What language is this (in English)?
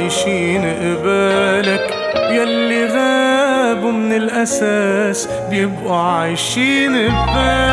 North Levantine Arabic